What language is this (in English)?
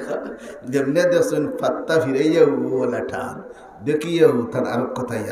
Sylheti